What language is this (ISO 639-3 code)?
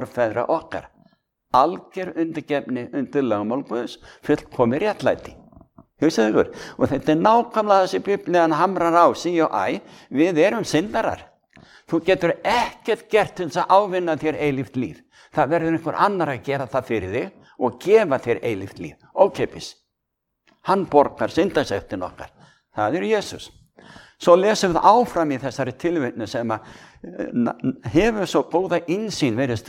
isl